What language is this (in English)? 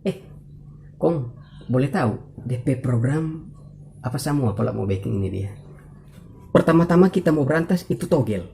Manado Malay